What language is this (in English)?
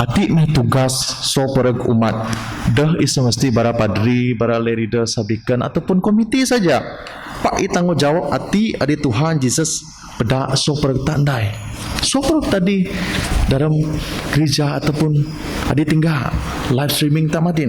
Biatah Bidayuh